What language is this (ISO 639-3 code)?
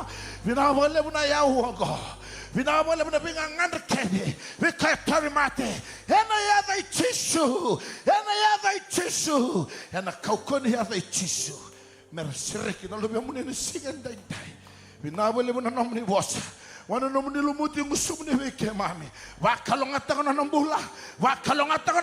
fij